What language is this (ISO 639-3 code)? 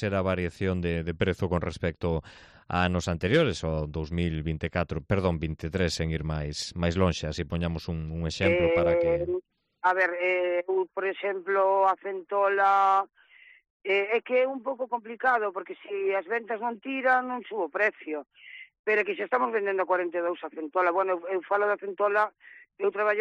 glg